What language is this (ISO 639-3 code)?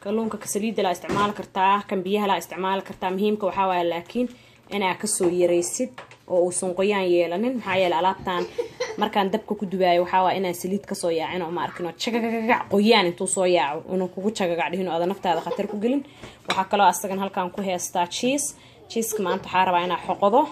som